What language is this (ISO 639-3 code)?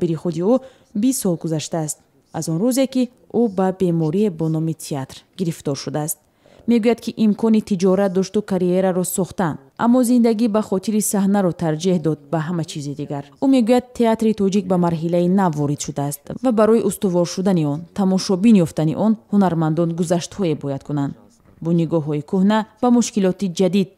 tgk